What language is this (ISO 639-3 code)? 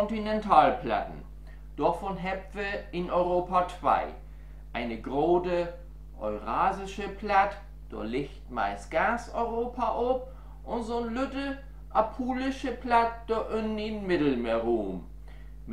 nds